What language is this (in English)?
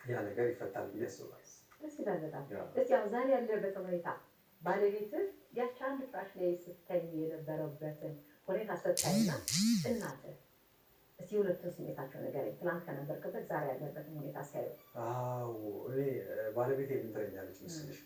Amharic